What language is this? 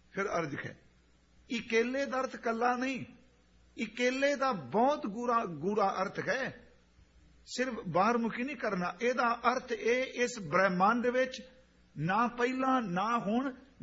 Punjabi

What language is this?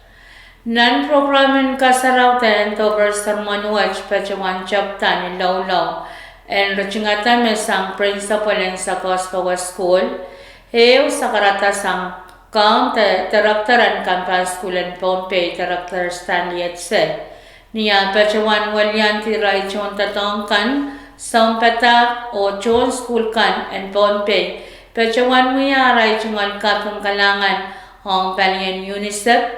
Pohnpeian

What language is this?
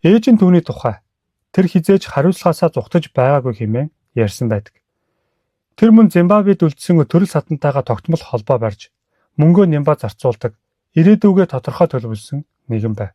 Mongolian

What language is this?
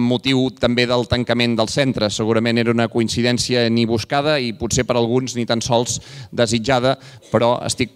Catalan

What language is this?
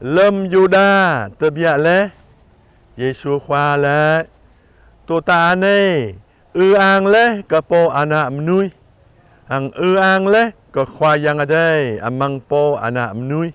Jarai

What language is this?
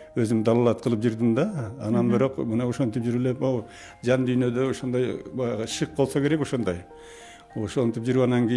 Kyrgyz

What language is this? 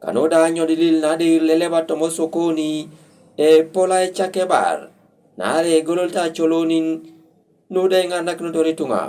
Teso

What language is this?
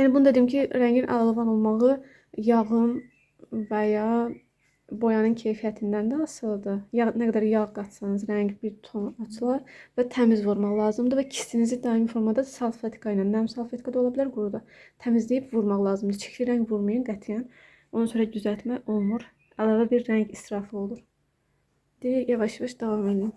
Azerbaijani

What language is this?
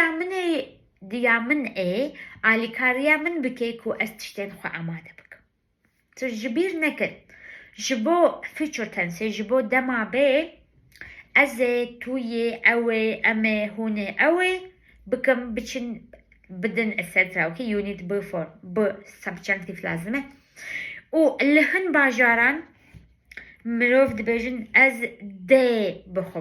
Kurdish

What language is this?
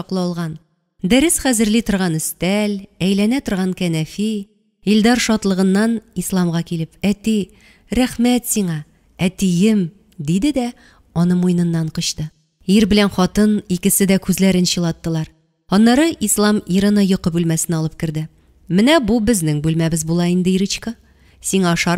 Tatar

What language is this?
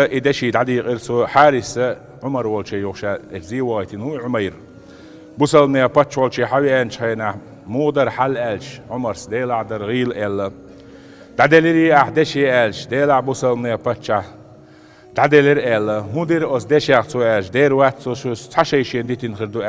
Chechen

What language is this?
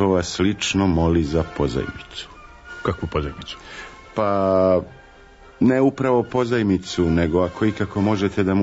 Serbian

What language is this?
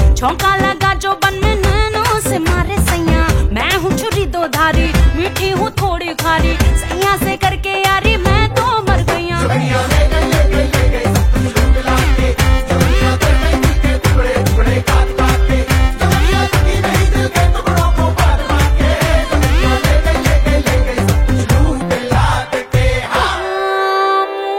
Bhojpuri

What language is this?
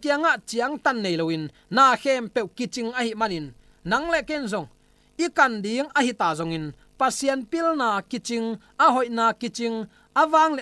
Tedim Chin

